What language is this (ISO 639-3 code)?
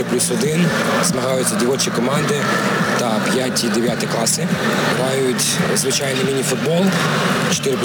ukr